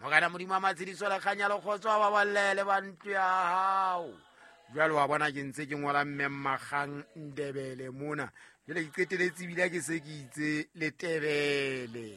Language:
Southern Sotho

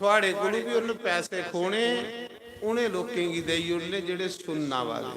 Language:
Dogri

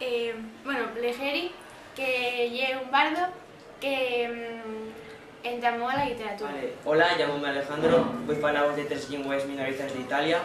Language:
Asturian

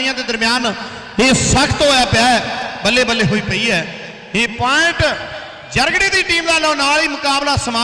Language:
Punjabi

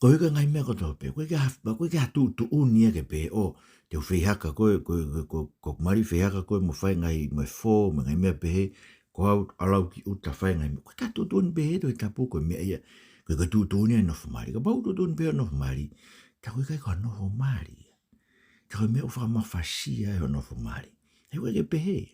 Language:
Tongan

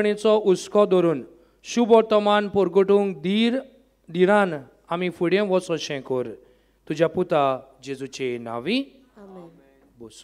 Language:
Konkani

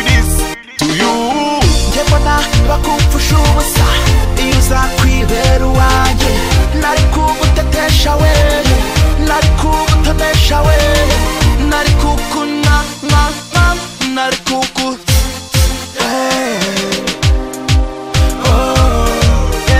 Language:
Kinyarwanda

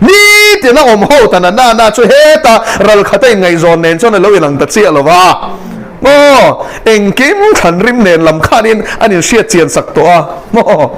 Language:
Mizo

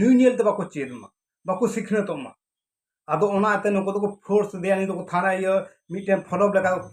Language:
Santali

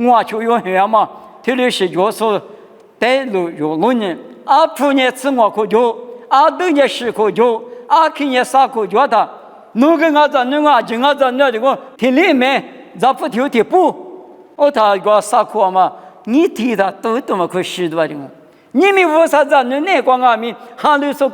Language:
Lisu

